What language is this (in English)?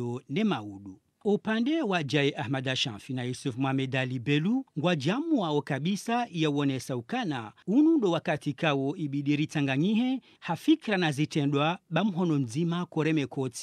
Swahili